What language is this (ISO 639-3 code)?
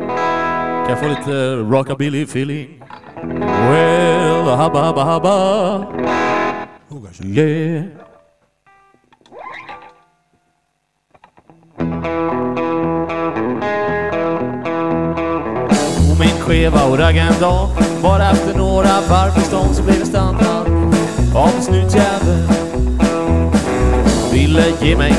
swe